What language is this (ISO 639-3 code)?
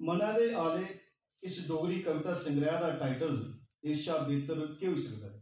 doi